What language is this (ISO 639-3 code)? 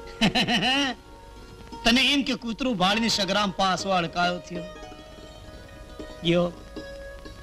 guj